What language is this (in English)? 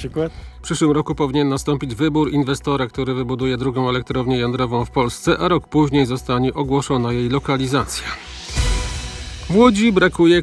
Polish